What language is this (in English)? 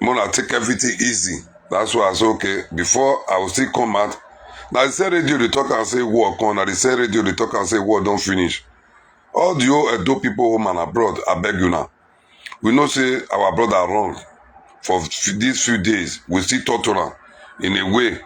Nigerian Pidgin